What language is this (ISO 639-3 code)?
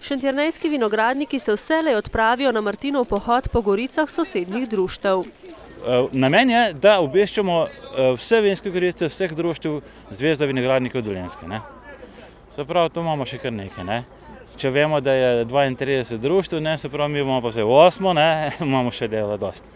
slv